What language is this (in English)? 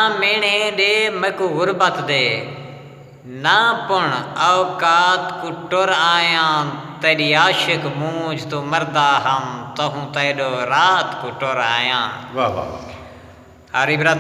Saraiki